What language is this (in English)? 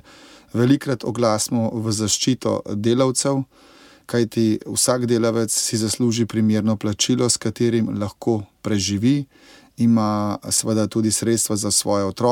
Slovenian